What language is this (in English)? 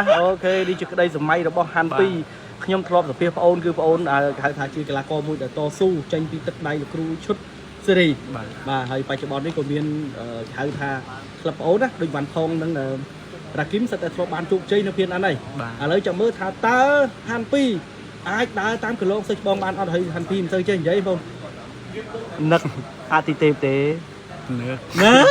Khmer